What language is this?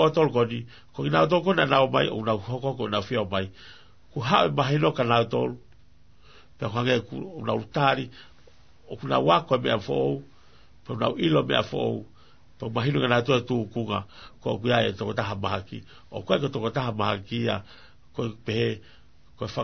Tongan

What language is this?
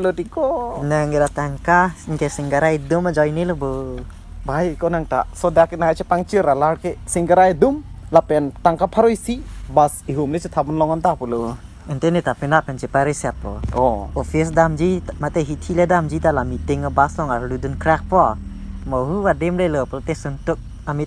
Karbi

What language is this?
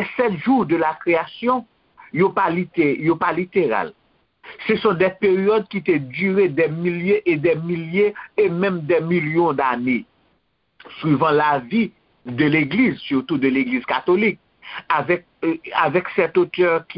Haitian Creole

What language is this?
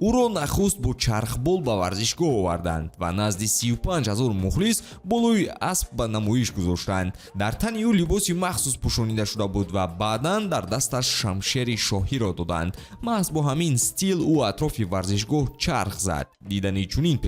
Tajik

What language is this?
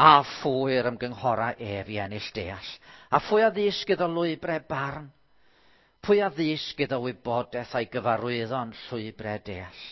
Welsh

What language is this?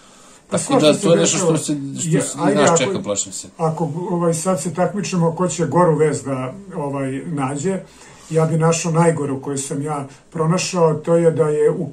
Serbian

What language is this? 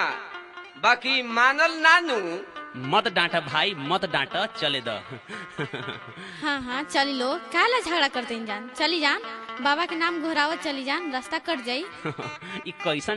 Bhojpuri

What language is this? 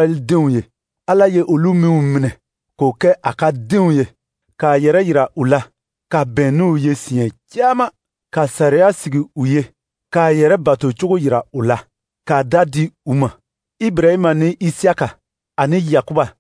Dyula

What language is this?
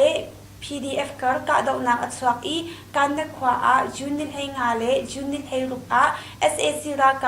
Hakha Chin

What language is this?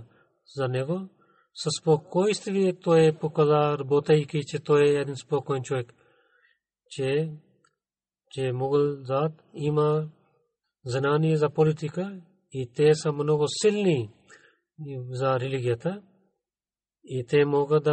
Bulgarian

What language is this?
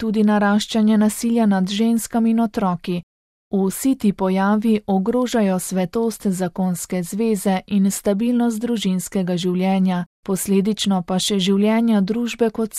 Slovenian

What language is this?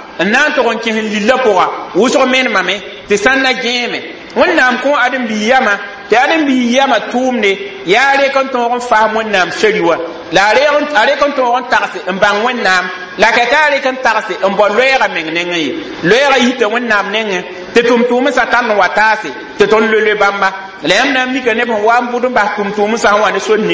Mossi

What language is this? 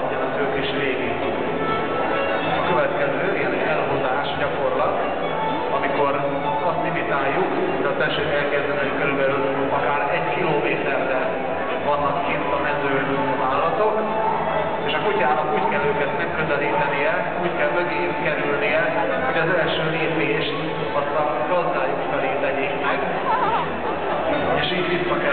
Hungarian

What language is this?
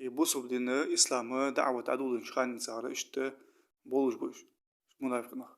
Ingush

